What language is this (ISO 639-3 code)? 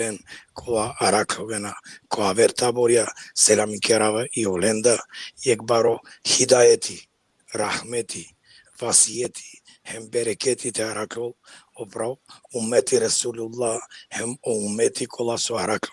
rmn